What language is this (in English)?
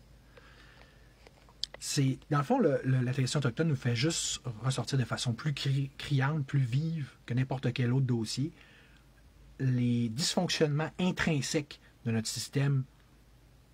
French